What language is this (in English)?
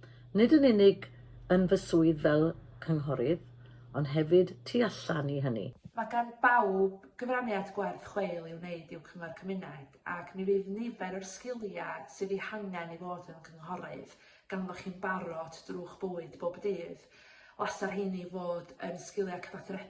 Welsh